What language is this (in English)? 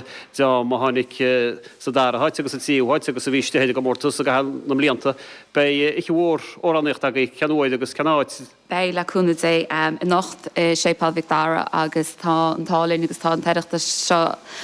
Irish